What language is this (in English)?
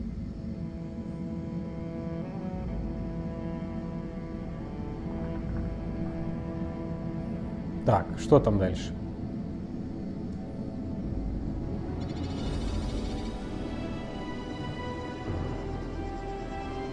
Russian